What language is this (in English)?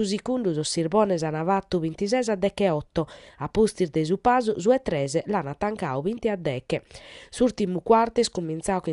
Sardinian